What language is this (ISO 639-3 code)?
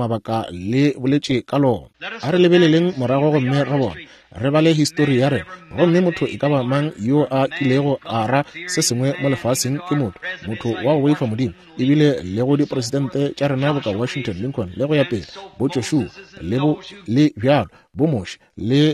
nso